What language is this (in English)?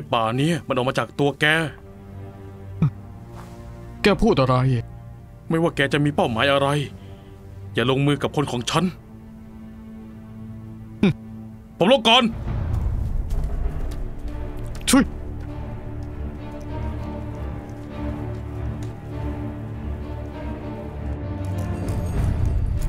Thai